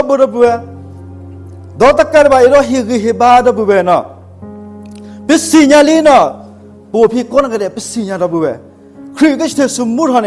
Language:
S'gaw Karen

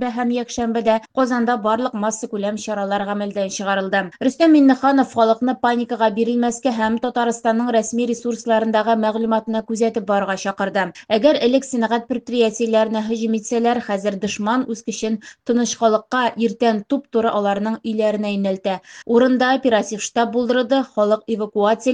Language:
Tatar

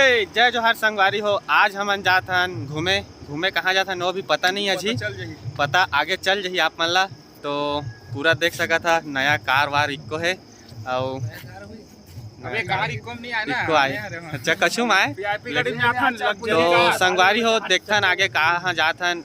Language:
Chhattisgarhi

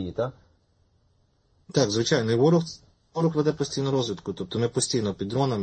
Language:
Ukrainian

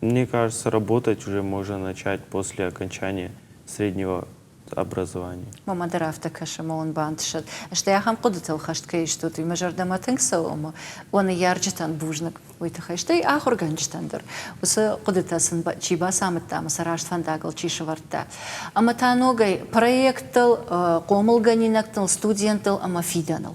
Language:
Ossetic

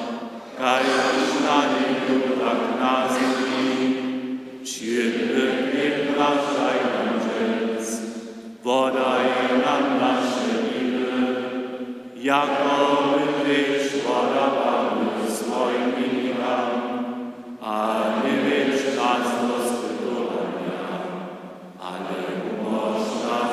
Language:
Upper Sorbian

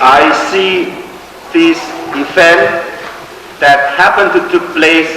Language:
Pohnpeian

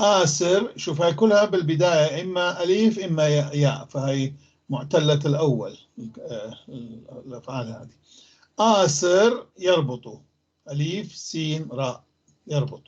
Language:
North Levantine Arabic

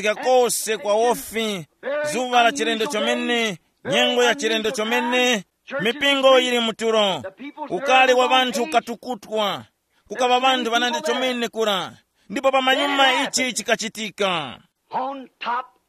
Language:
Tumbuka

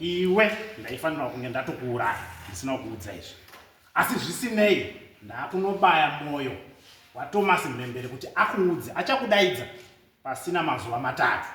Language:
Shona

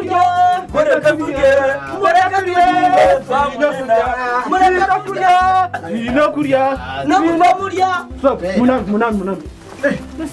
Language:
Nyankole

